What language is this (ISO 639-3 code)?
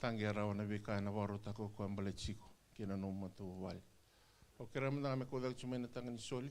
fij